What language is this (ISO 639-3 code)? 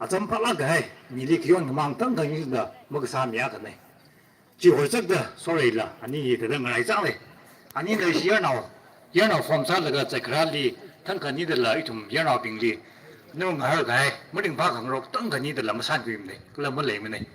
nmf